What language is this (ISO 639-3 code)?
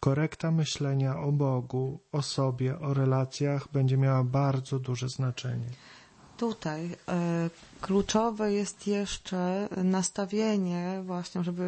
pol